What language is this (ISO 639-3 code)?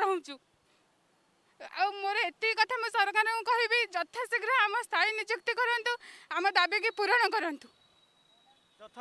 ori